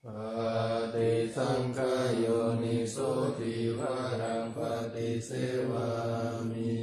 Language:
Pali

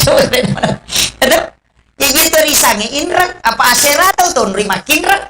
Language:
Buginese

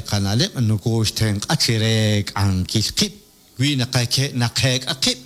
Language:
Kekchí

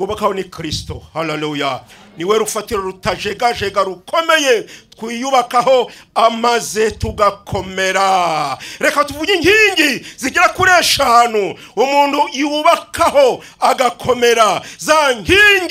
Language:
Kinyarwanda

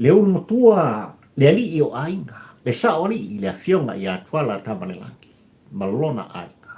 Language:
Samoan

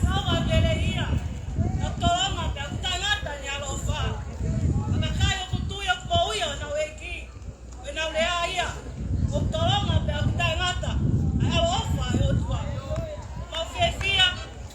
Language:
Tongan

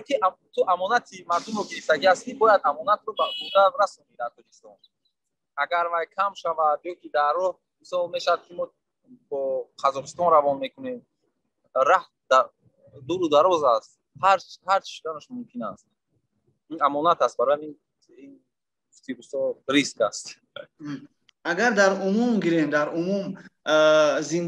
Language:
Tajik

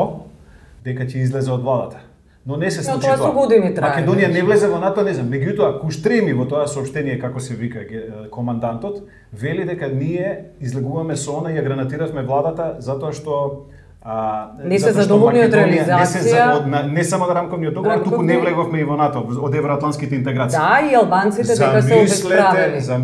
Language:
Macedonian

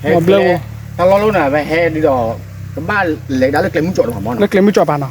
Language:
S'gaw Karen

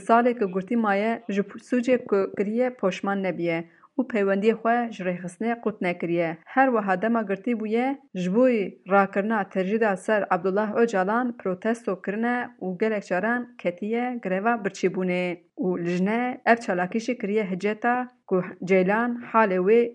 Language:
Kurdish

